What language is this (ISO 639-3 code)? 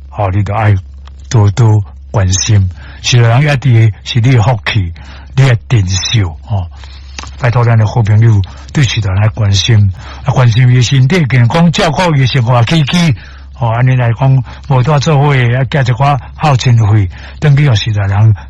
nan